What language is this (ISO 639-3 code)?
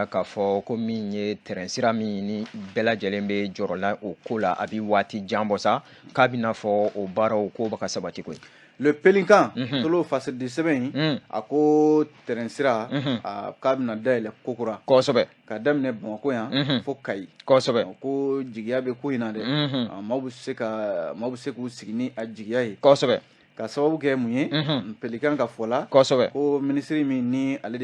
bam